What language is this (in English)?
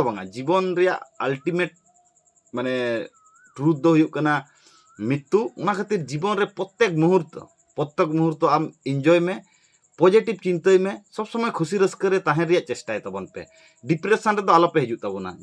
Santali